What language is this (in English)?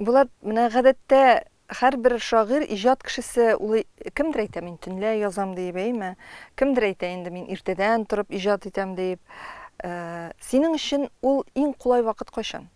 Tatar